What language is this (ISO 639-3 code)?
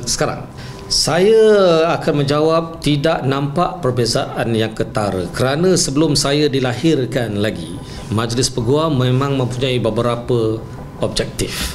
msa